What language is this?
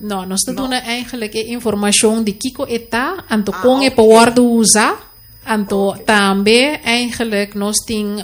Papiamento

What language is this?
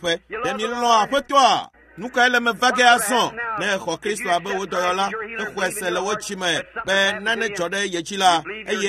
Ewe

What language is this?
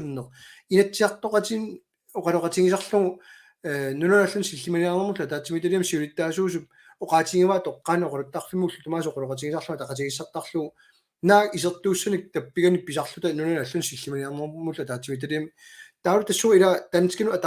Kalaallisut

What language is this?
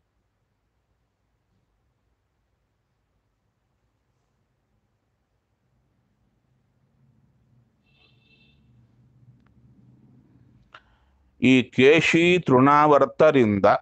Kannada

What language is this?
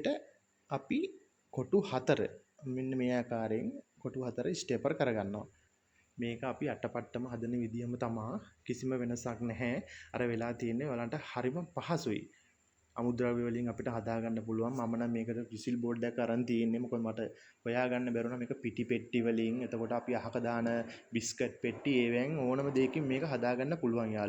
Sinhala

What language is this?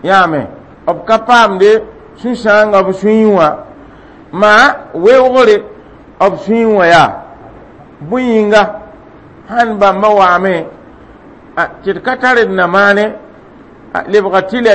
Mossi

